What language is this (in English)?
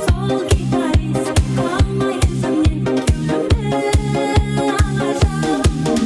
Kara-Kalpak